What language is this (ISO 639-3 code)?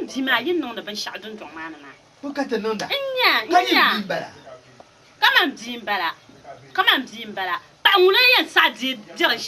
dag